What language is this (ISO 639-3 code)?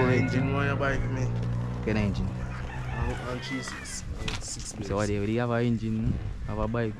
jam